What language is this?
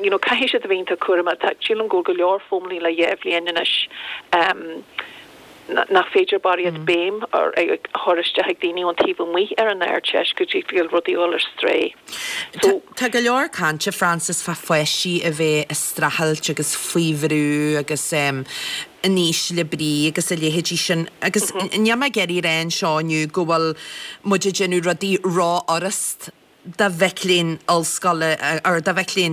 Irish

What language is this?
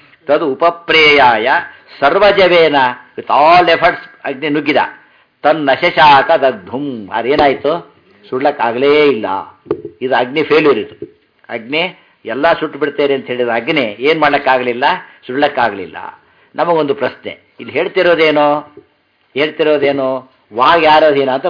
Kannada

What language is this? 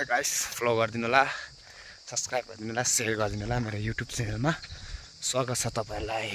Nepali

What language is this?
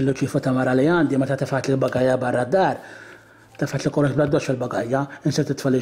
Maltese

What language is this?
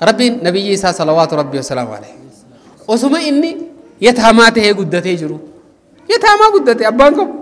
Oromo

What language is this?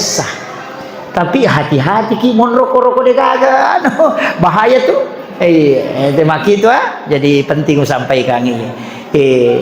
Buginese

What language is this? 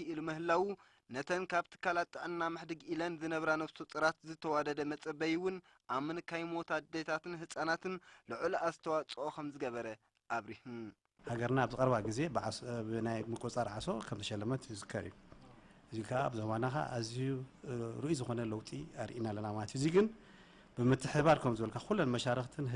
Tigrinya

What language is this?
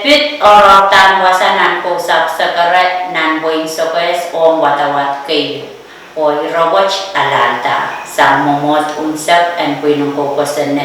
Pohnpeian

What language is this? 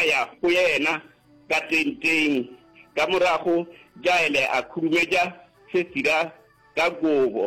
Northern Sotho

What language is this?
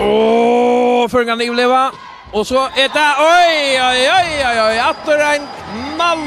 Faroese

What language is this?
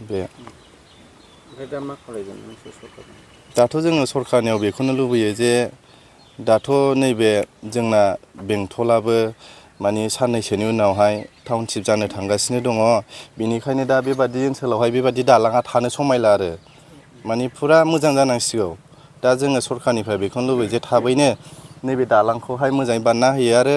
Bodo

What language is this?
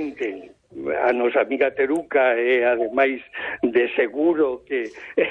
Galician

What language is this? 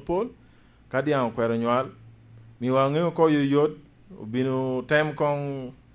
Lango (Uganda)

